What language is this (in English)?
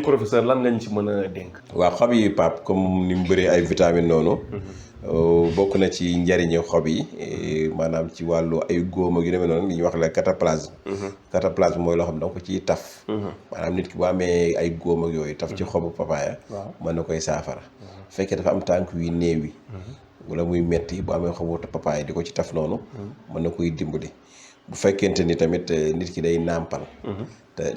Wolof